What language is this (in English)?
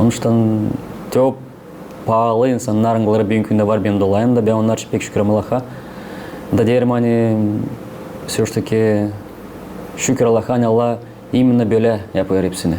Gagauz